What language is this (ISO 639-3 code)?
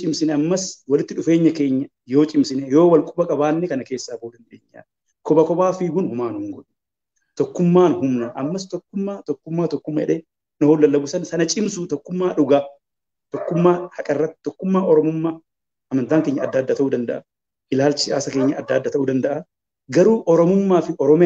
orm